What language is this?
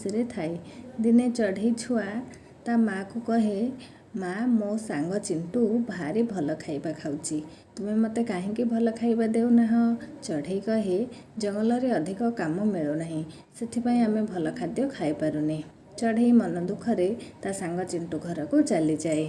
Odia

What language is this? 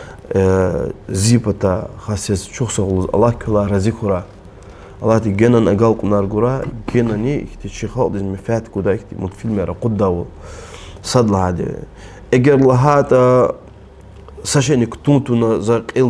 Lezghian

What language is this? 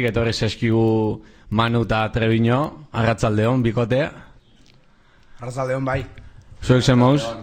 Basque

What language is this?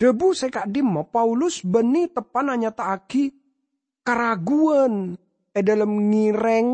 Madurese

